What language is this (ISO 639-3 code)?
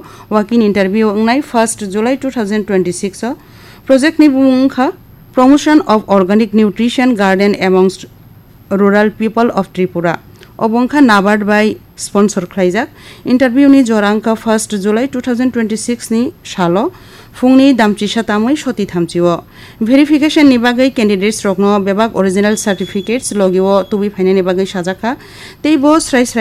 trp